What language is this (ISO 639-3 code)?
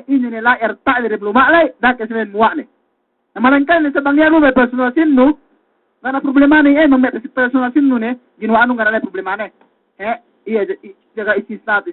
yka